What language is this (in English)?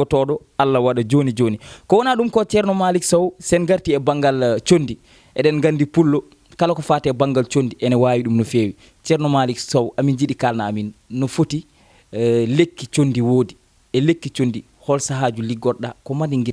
Fula